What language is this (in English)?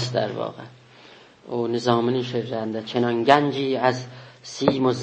South Azerbaijani